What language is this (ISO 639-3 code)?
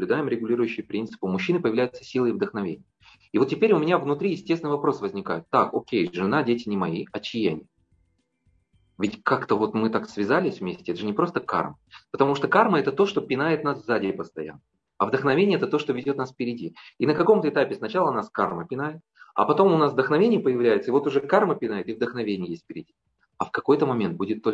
rus